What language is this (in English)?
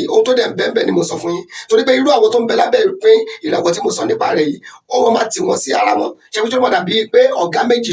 Yoruba